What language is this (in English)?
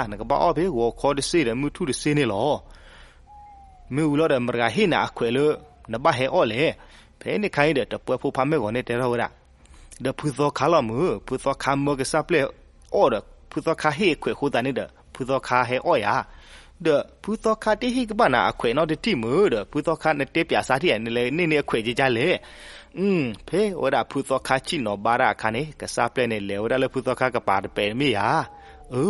S'gaw Karen